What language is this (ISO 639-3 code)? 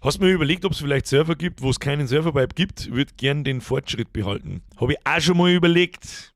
bar